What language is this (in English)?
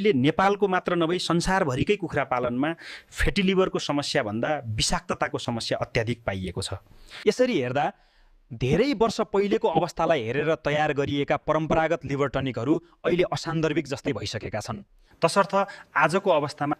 Nepali